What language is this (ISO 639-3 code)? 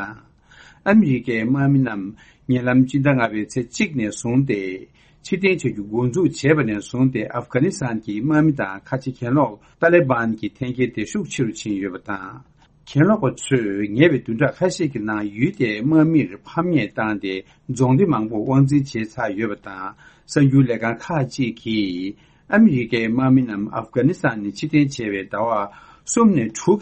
bod